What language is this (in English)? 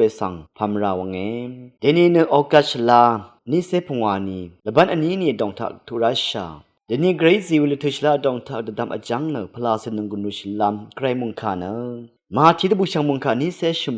Rawang